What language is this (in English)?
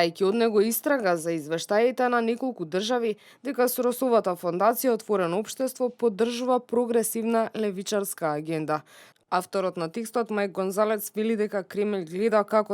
Macedonian